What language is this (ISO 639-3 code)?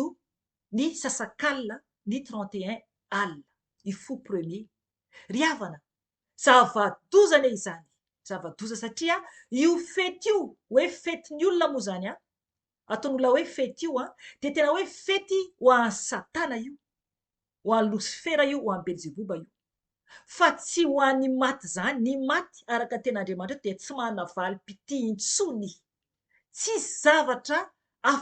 mlg